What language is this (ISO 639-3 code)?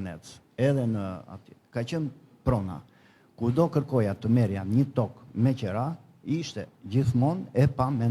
sqi